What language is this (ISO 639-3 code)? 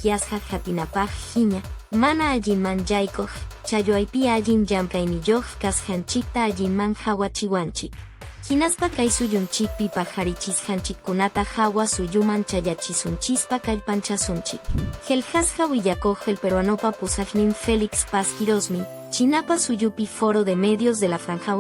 que